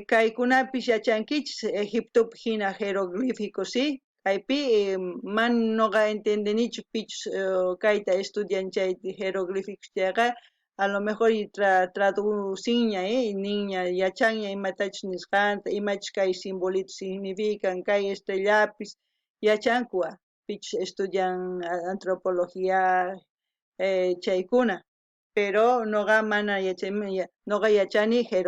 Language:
South Bolivian Quechua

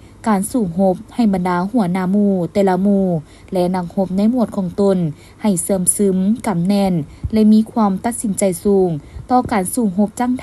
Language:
Lao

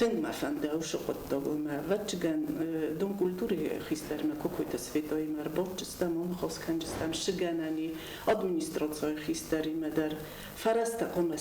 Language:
Ossetic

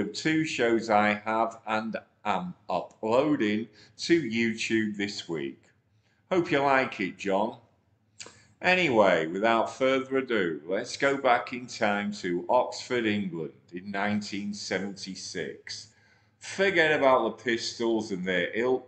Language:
English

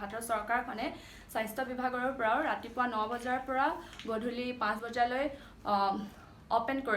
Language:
Assamese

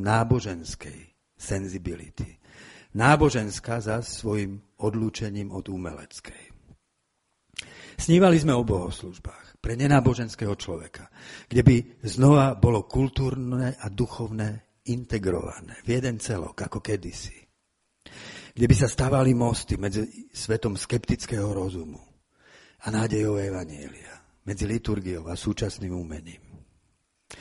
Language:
Slovak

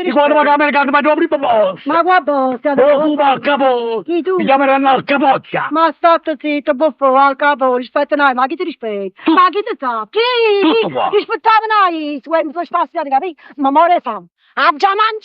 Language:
Neapolitan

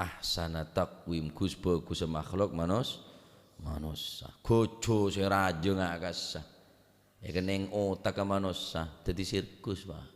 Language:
Madurese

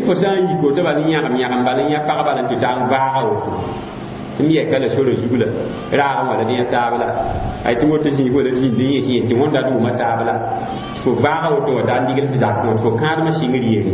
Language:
Mossi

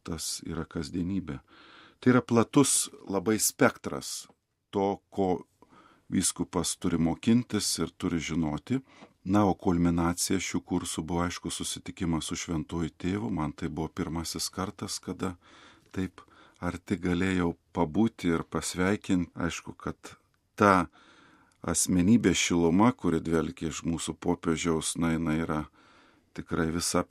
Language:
Lithuanian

